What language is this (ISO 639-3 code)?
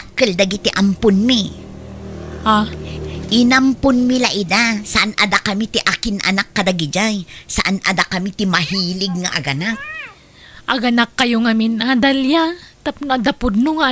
ilo